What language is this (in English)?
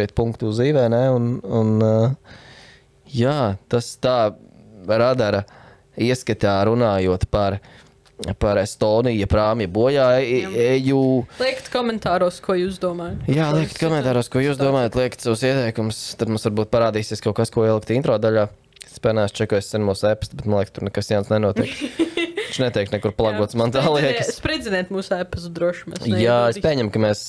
Latvian